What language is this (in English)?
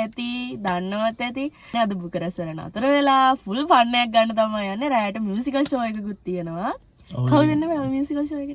Sinhala